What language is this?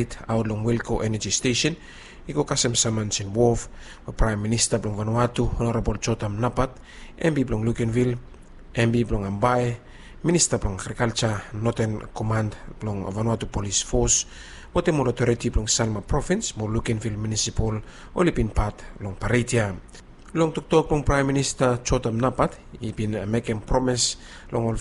Bislama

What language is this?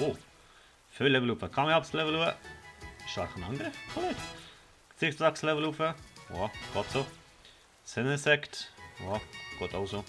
Swiss German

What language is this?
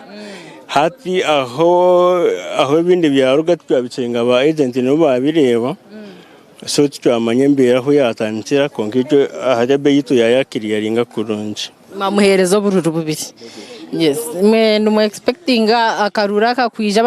Nyankole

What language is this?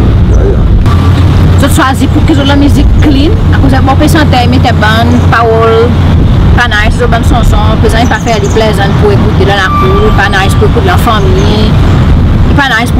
Seselwa Creole French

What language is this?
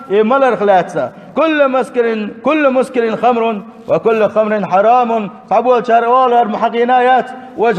Chechen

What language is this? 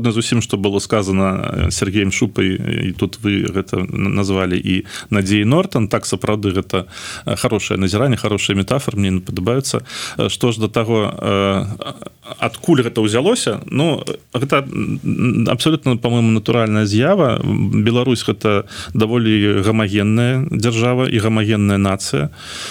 Belarusian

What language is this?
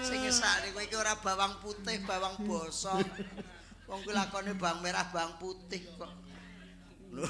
Javanese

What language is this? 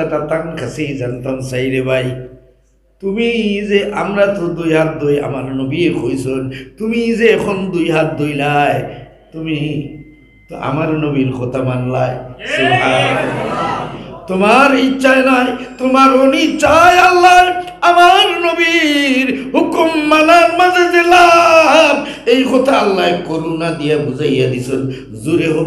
Sylheti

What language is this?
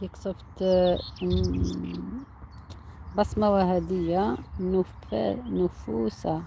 Algerian Arabic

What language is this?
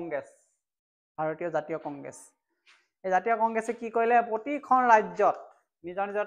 Assamese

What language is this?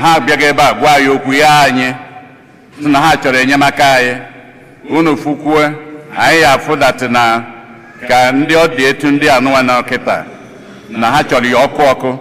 Igbo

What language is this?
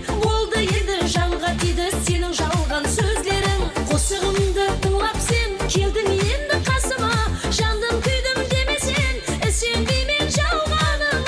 Kara-Kalpak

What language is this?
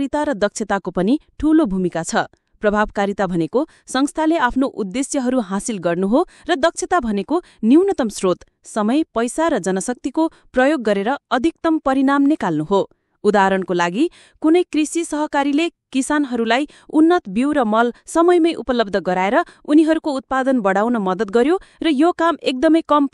Nepali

